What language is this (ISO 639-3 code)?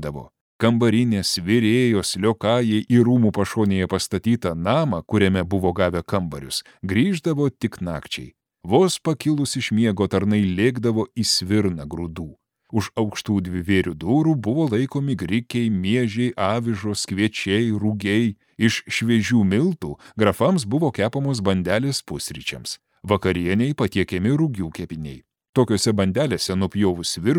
lit